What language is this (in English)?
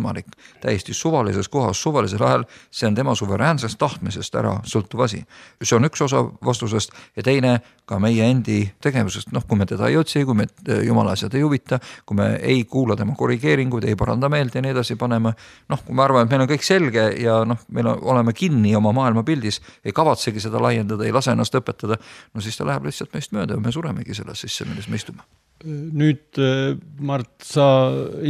Estonian